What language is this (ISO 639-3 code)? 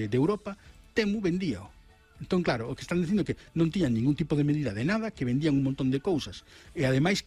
glg